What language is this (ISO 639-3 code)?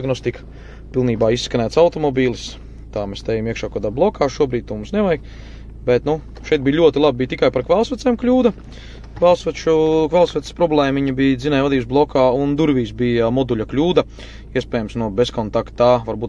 lav